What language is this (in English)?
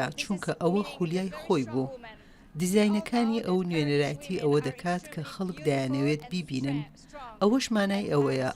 Central Kurdish